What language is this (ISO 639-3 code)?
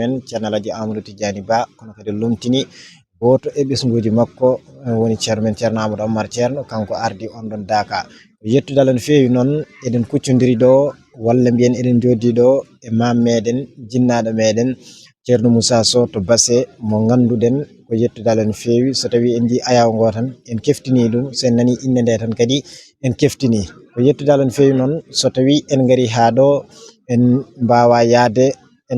ful